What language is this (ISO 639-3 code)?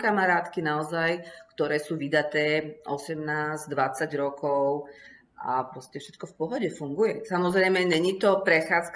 slk